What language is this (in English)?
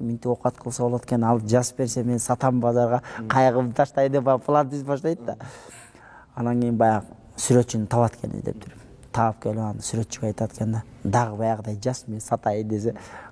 Kyrgyz